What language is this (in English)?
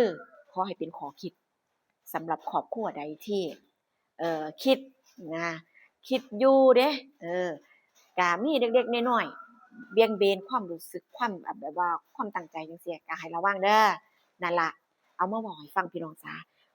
Northeastern Thai